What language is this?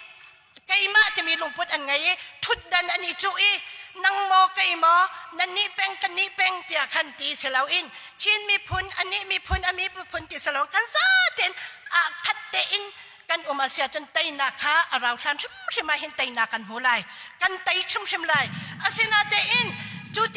Hakha Chin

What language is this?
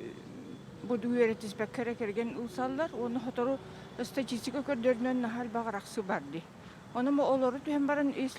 Yakut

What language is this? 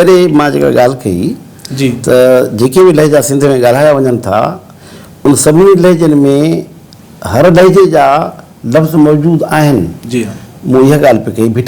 Sindhi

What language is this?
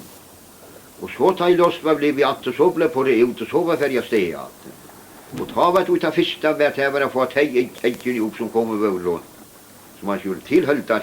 Faroese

